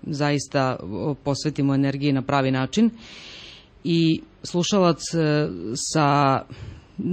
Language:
Serbian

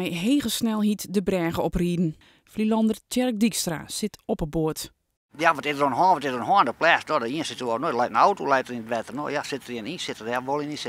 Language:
Western Frisian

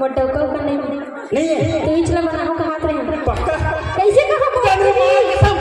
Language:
Chhattisgarhi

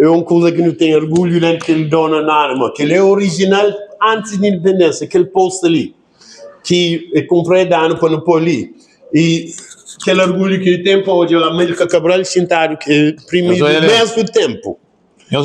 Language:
Kabuverdianu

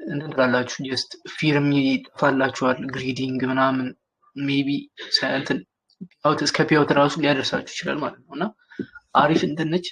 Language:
Amharic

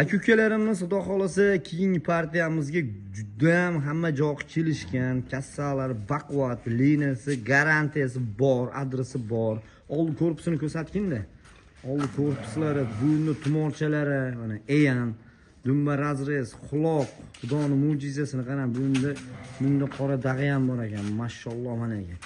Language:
Uzbek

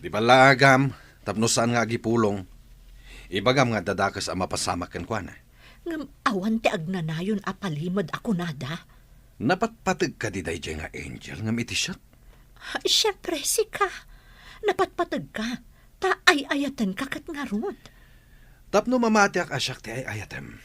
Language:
Iloko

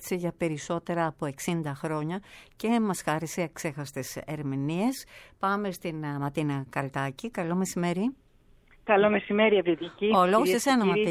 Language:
Greek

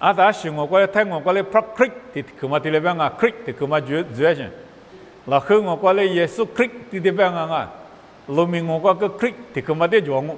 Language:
Lisu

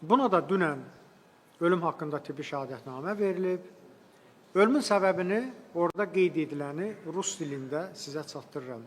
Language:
Azerbaijani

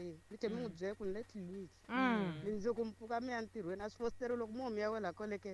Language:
Tsonga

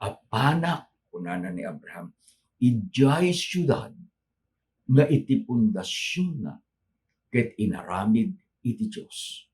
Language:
Iloko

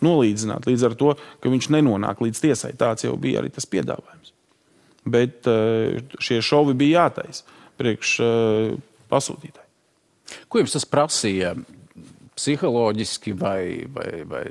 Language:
Latvian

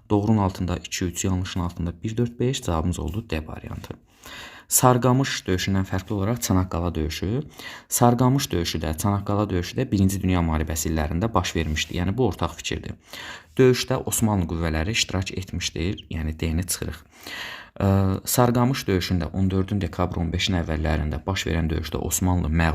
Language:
Azerbaijani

